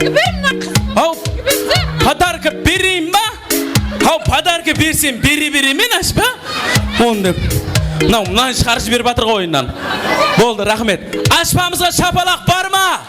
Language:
Kara-Kalpak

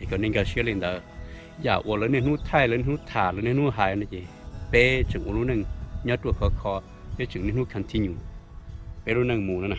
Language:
Hmong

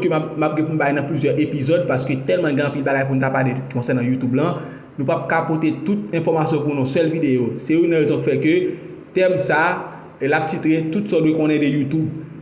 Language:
Haitian Creole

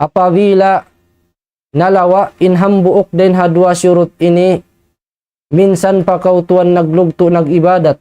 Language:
Tausug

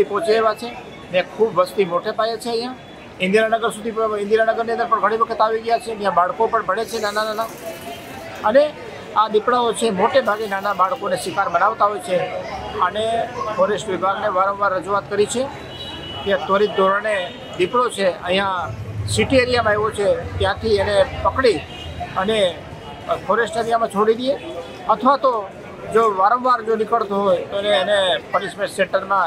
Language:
Gujarati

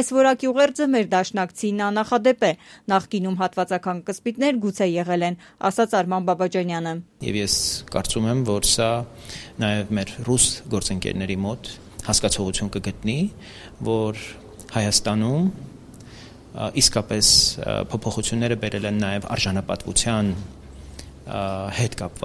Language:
Armenian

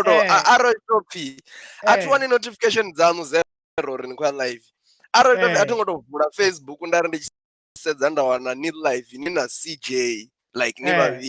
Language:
Venda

